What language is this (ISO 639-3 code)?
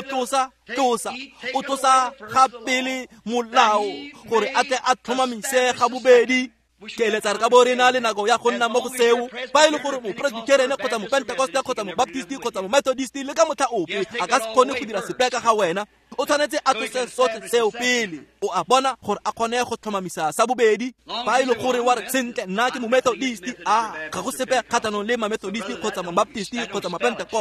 tsn